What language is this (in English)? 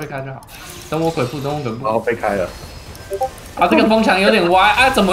Chinese